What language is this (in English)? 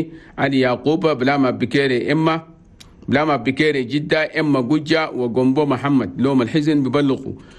Chadian Arabic